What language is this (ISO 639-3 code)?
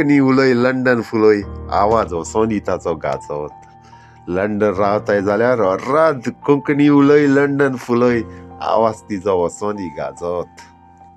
kok